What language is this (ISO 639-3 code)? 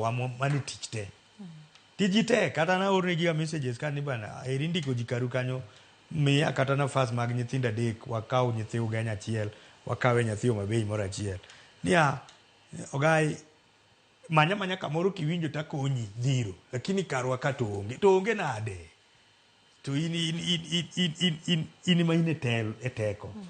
luo